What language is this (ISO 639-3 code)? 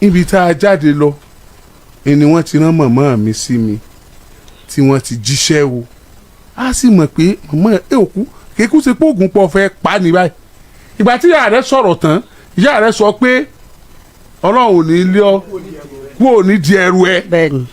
yor